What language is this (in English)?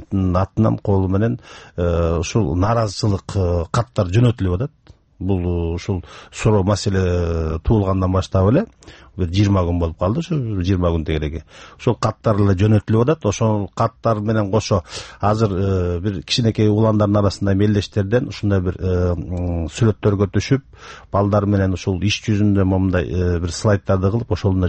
Kyrgyz